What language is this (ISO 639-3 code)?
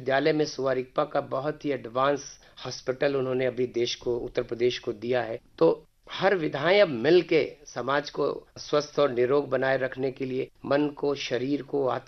hin